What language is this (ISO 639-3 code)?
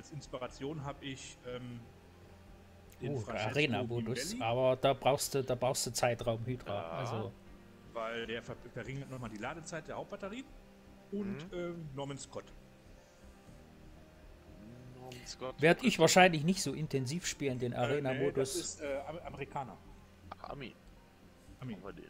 deu